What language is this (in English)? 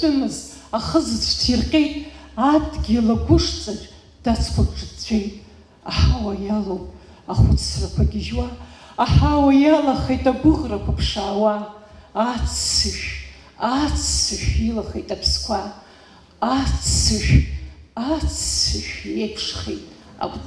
Abkhazian